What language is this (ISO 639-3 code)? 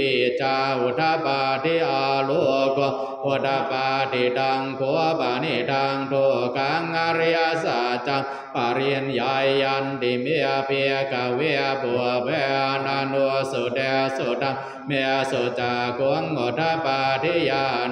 pli